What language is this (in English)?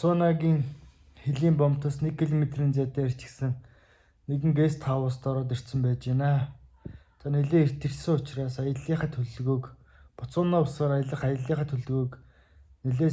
Mongolian